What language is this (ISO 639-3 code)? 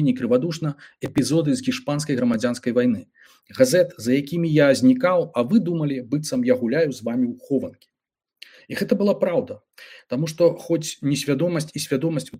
bel